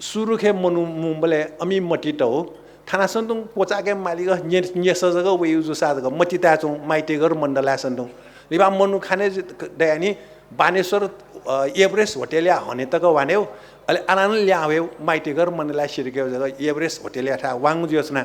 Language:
Newari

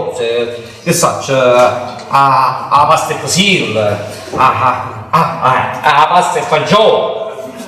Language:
Neapolitan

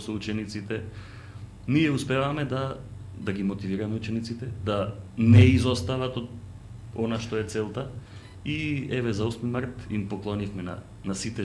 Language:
Macedonian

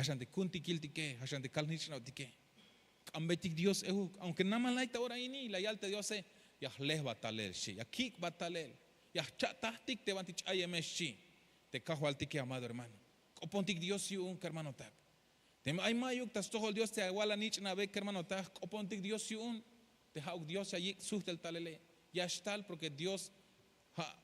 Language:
Tzeltal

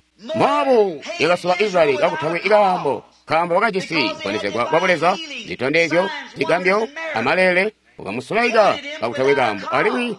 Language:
Tonga (Zambia)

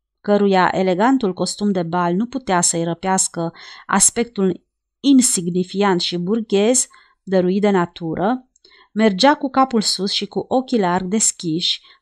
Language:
Romanian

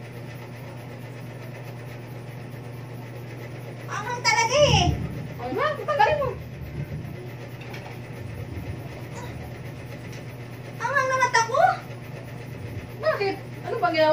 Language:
Filipino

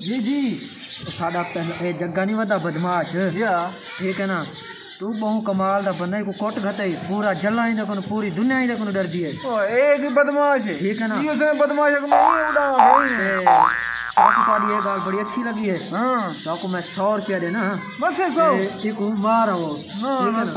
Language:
Saraiki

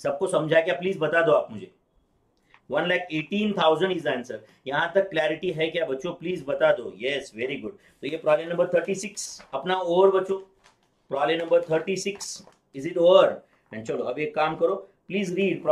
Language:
Hindi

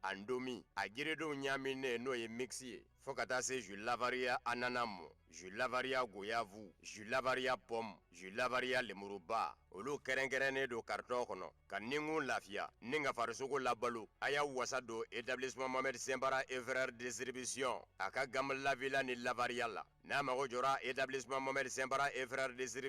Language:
Bambara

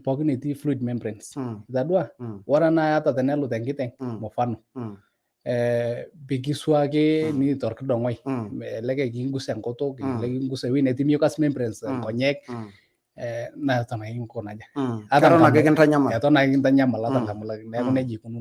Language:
Masai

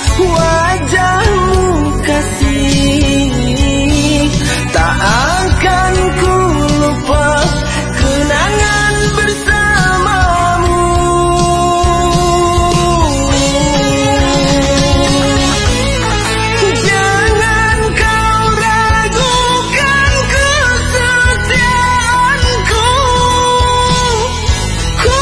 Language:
Malay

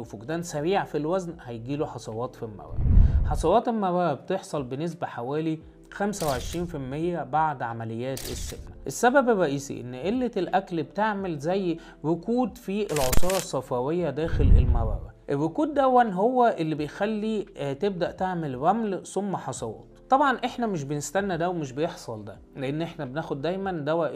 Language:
Egyptian Arabic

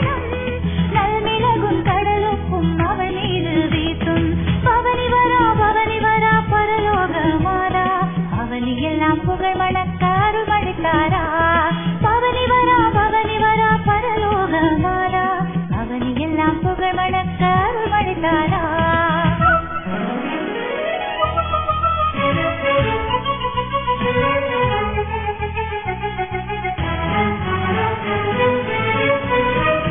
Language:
Tamil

